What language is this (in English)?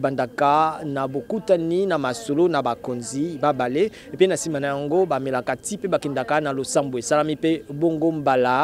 Lingala